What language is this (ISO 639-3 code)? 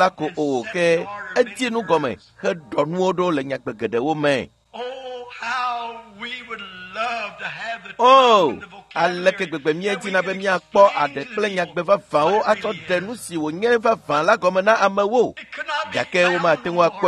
ewe